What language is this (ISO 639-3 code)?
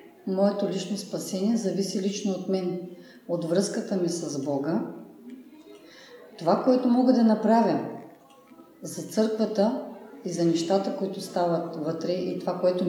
bul